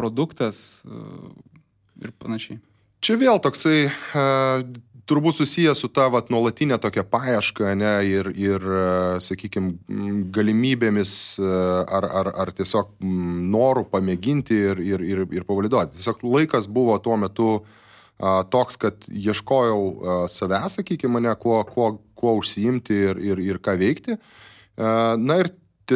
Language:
Lithuanian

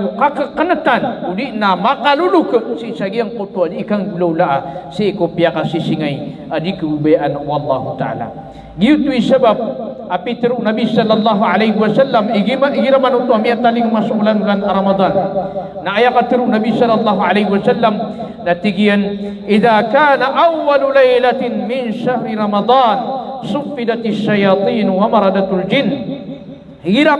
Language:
Maranao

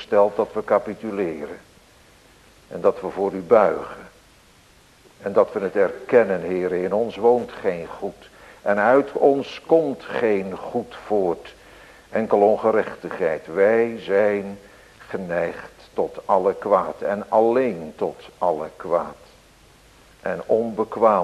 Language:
Dutch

